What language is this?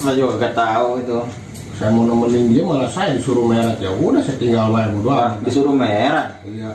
Betawi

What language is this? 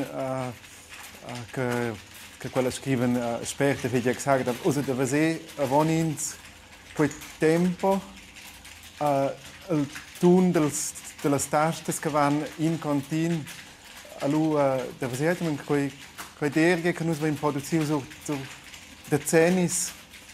Romansh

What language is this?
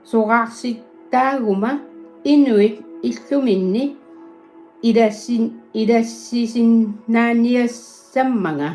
Kalaallisut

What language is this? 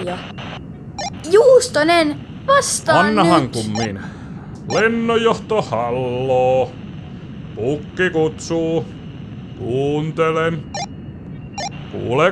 Finnish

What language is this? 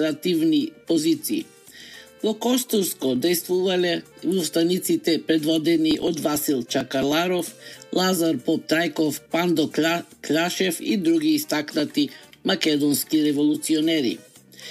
Macedonian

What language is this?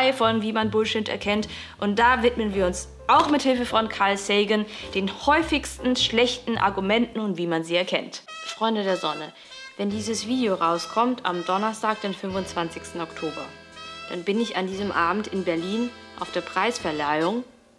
German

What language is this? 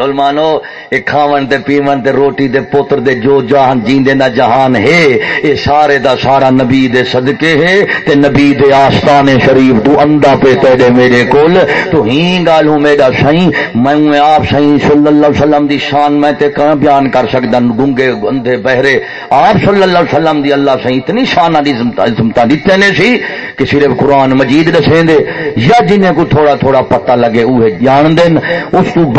Saraiki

